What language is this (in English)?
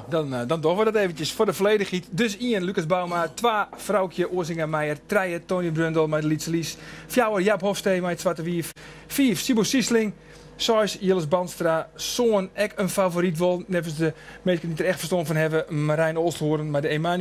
Western Frisian